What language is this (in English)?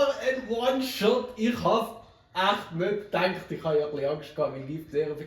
Swiss German